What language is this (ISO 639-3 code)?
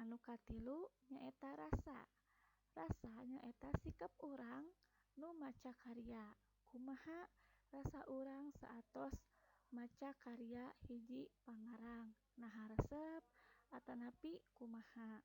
sun